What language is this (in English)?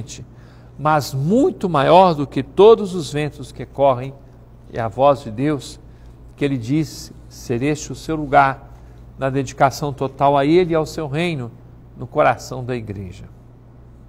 Portuguese